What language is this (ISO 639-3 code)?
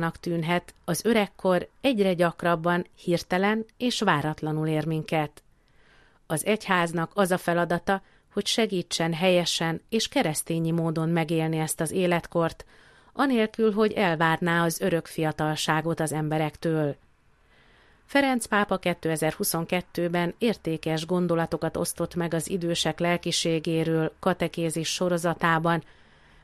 hun